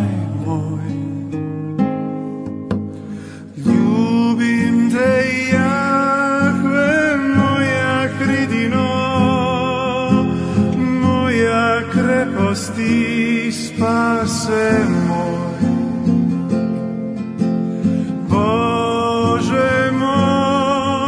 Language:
Croatian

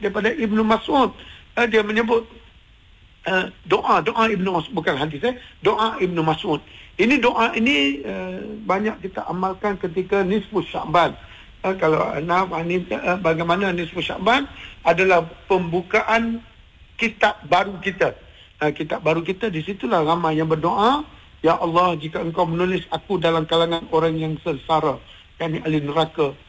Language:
Malay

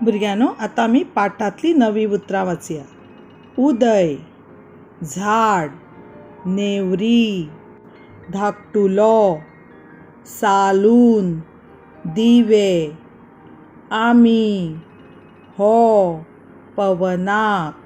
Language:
Konkani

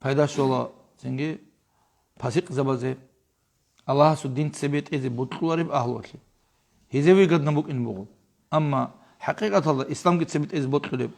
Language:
Avaric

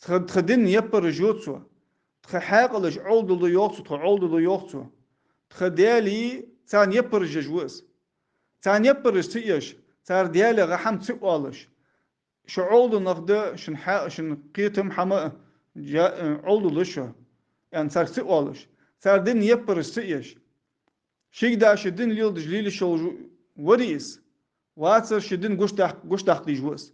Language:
Ingush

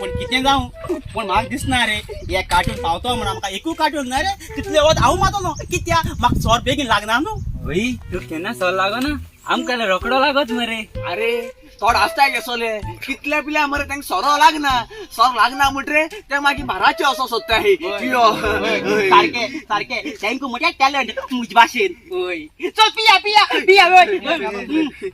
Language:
Konkani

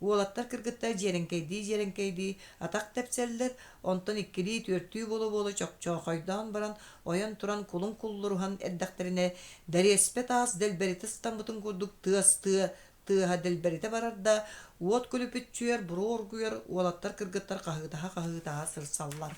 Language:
Yakut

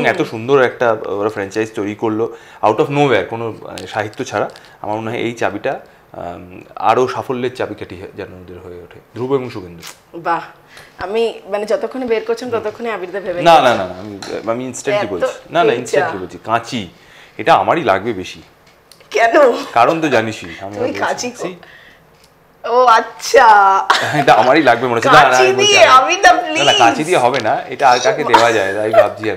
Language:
Bangla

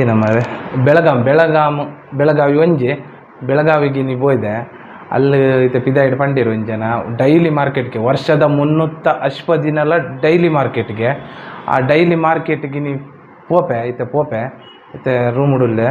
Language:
Tulu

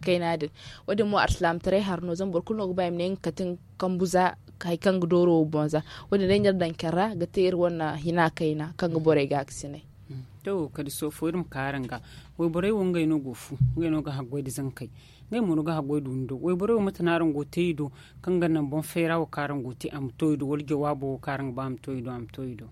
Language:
Zarma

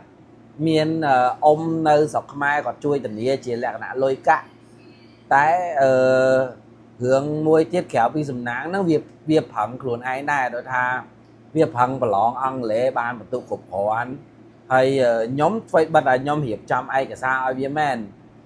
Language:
Khmer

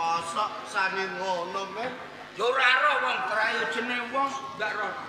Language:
Javanese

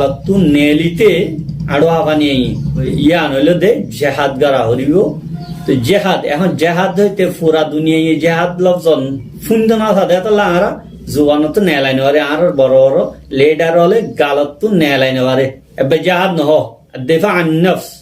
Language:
Rohingya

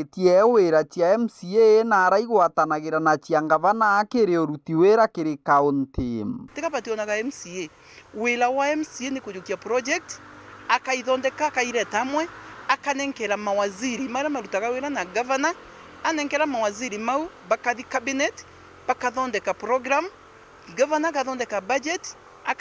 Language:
Meru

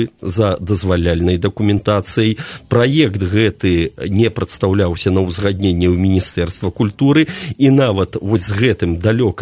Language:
Belarusian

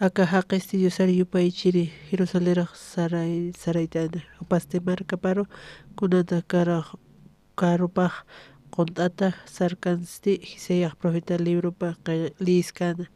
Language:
Aymara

